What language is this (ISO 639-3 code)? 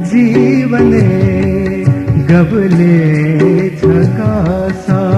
new